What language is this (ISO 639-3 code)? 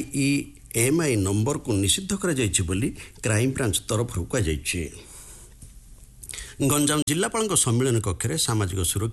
ori